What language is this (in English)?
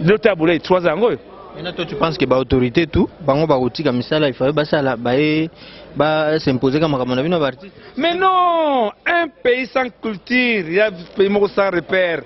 Lingala